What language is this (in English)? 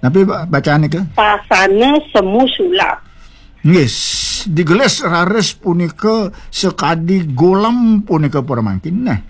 Balinese